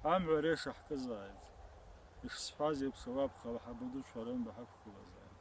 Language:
Abkhazian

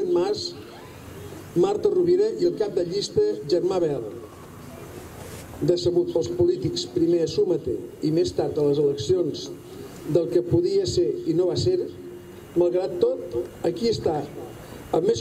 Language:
Catalan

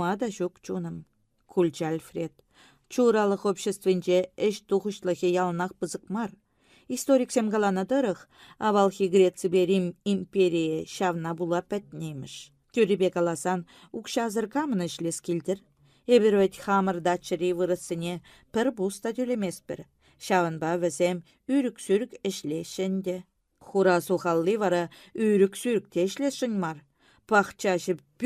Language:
Chuvash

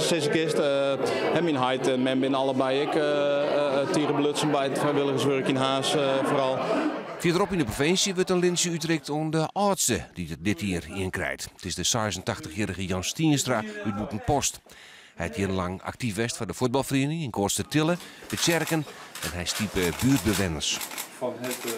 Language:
Western Frisian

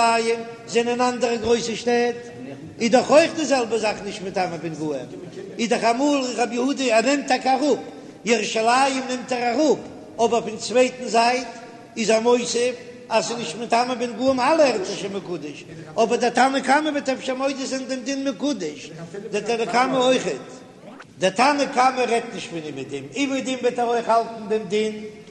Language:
Yiddish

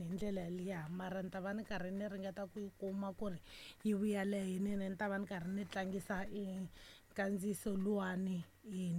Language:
Tsonga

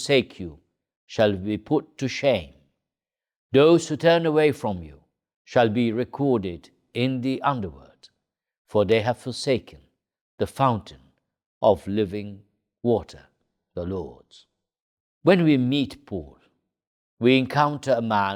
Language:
English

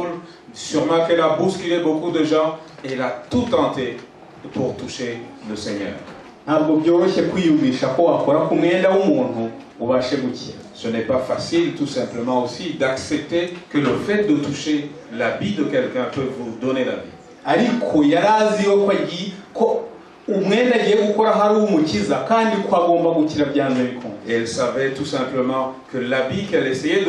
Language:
Kinyarwanda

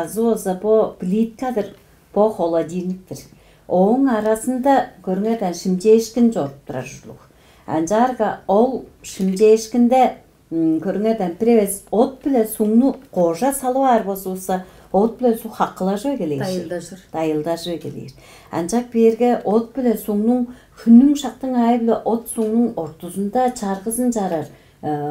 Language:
Tuvinian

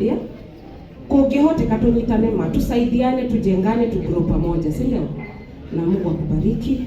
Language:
Kikuyu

